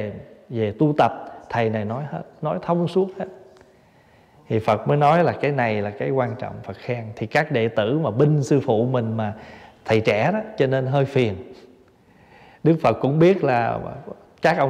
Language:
Vietnamese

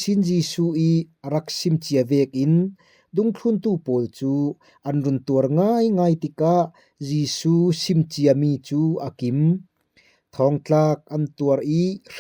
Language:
Falam Chin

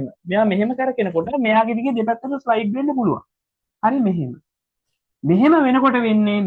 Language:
Sinhala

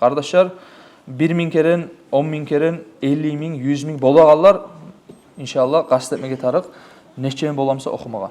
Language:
Kumyk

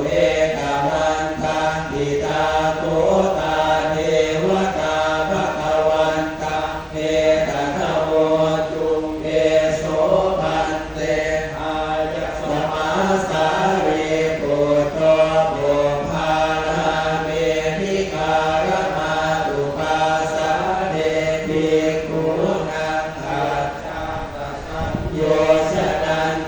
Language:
Pali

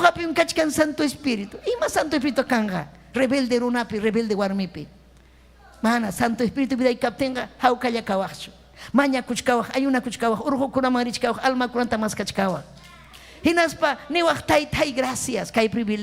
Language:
Ayacucho Quechua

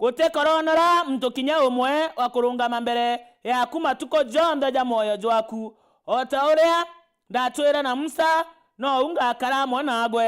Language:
Meru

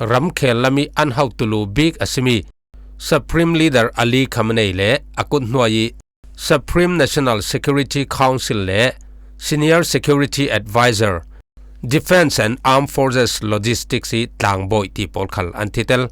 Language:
Falam Chin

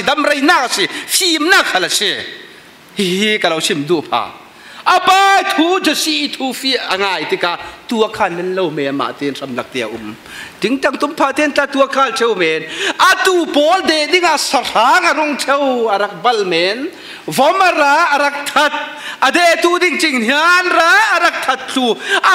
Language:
Falam Chin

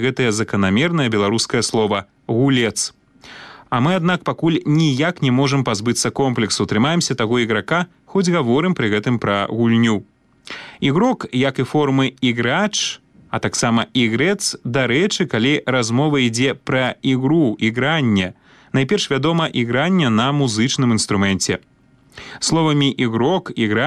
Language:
Belarusian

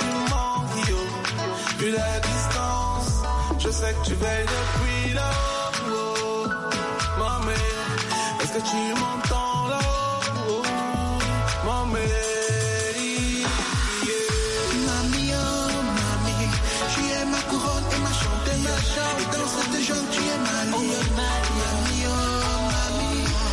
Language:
French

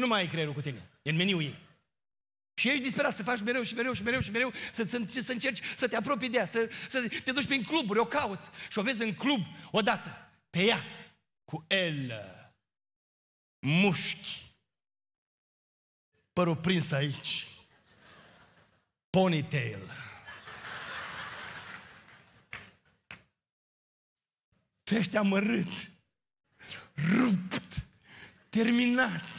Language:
Romanian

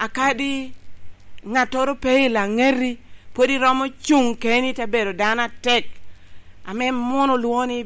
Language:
Lango (Uganda)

